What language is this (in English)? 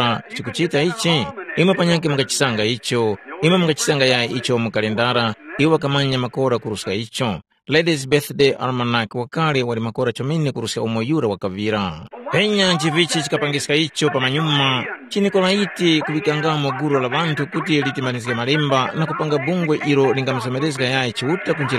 Tumbuka